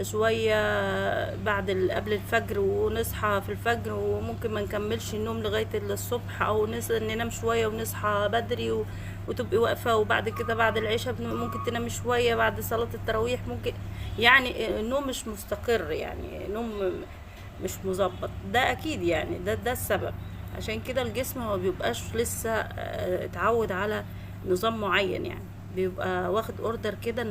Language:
Egyptian Arabic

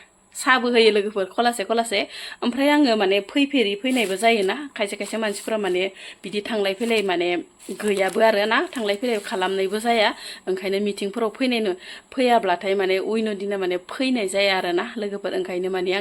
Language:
Bodo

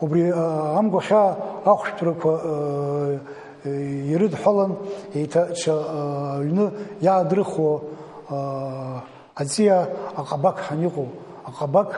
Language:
Abkhazian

